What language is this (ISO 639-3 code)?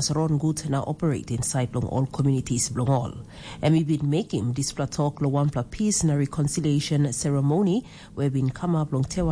tpi